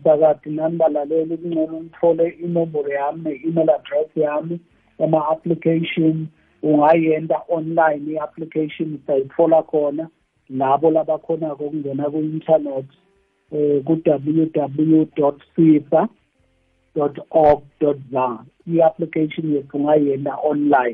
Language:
South Ndebele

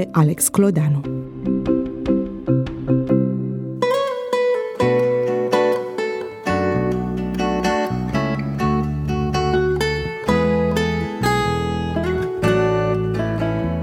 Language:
Romanian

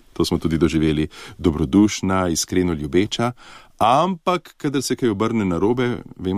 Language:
Slovenian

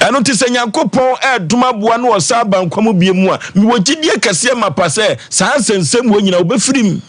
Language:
Akan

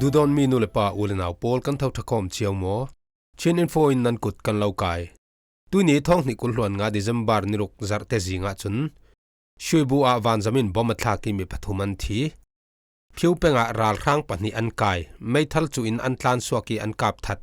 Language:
Falam Chin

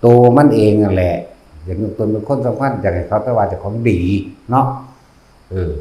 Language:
Northeastern Thai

